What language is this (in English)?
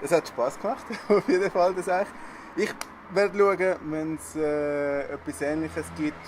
Swiss German